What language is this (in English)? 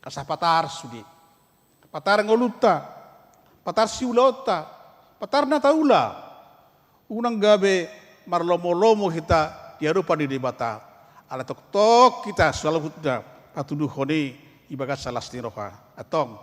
Batak Toba